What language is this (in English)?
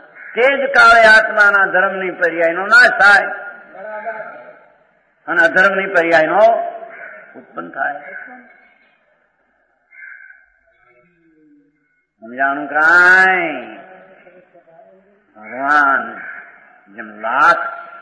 Gujarati